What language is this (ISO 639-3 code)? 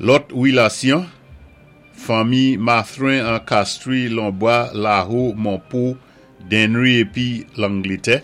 acf